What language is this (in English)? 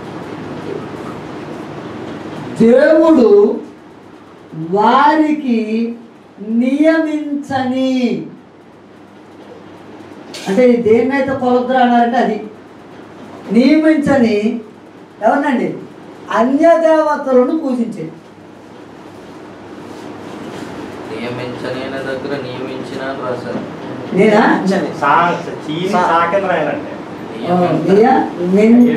Telugu